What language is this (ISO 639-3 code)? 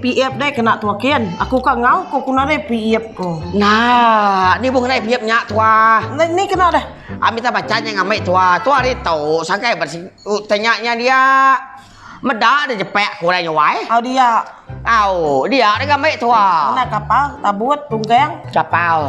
iba